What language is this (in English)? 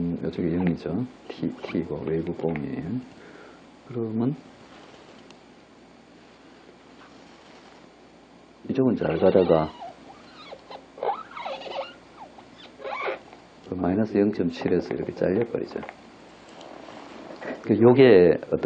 Korean